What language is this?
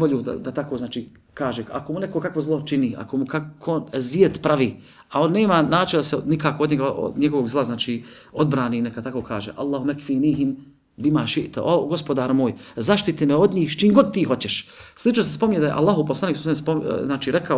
Bosnian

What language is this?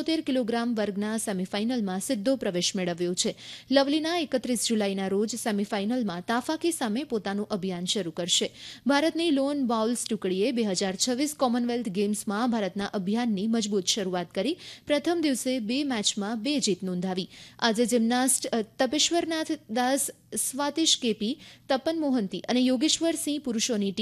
Gujarati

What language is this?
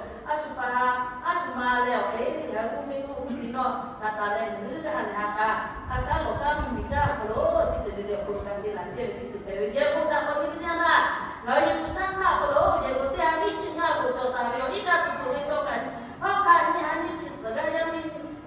Lahu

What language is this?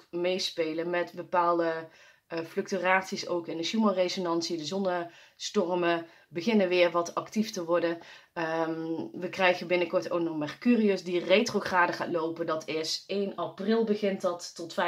Dutch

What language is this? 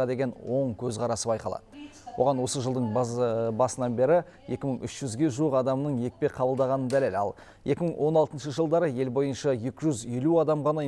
Kazakh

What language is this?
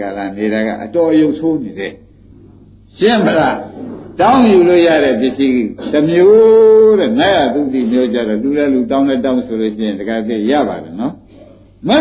Burmese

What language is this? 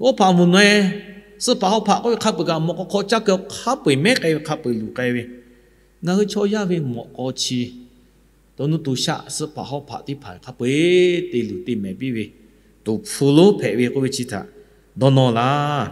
Lahu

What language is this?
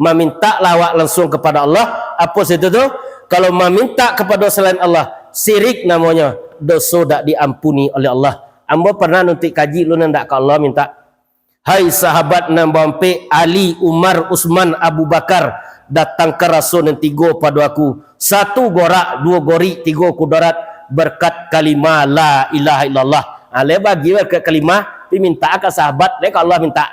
Minangkabau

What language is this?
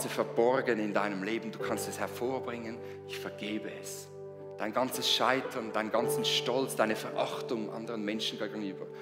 Swiss German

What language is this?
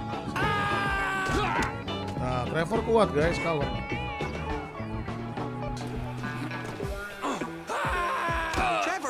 Indonesian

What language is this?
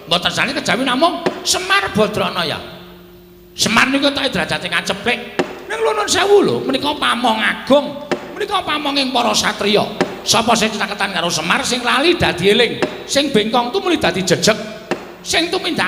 Javanese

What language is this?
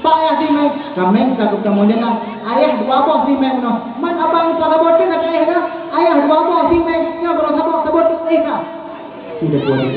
Achinese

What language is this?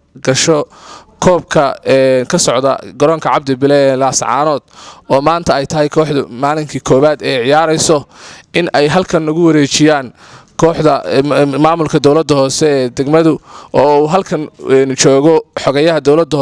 Somali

